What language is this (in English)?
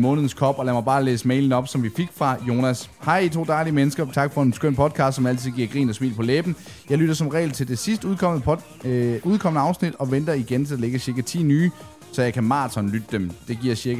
Danish